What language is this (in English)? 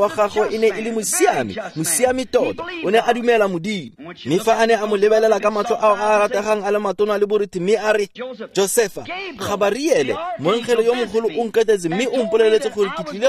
Tswana